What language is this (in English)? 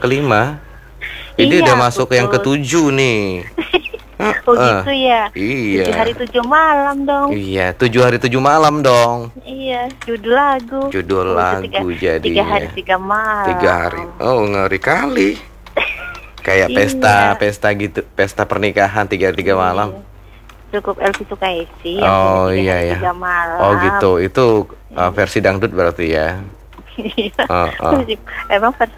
Indonesian